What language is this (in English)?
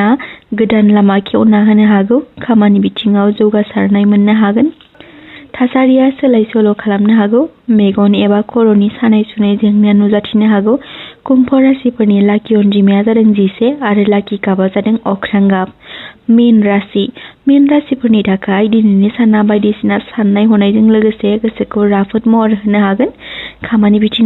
Bodo